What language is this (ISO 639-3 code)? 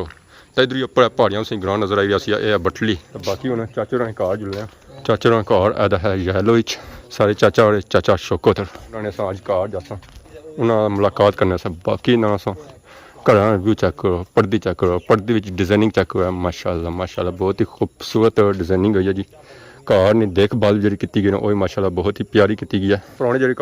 phr